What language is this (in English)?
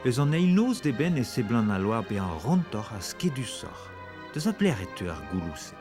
Breton